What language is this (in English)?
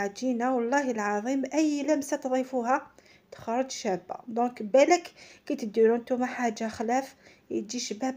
Algerian Arabic